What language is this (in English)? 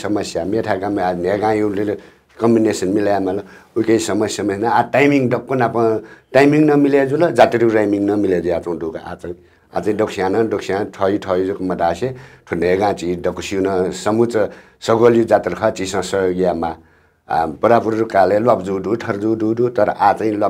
Newari